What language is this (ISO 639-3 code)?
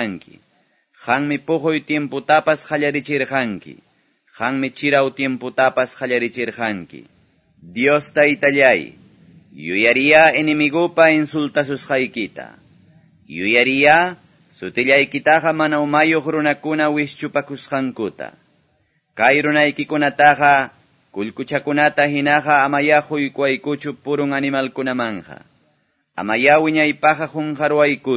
que